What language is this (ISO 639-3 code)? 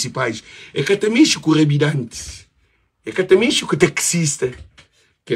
kea